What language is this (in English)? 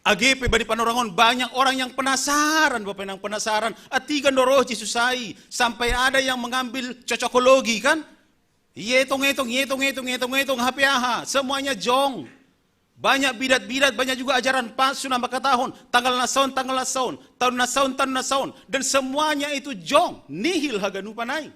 Batak Simalungun